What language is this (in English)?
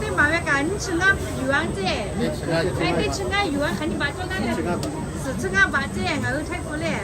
Lahu